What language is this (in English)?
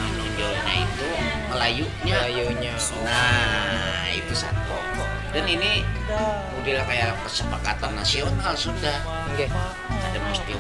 Banjar